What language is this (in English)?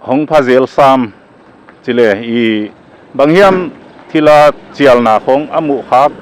Paite Chin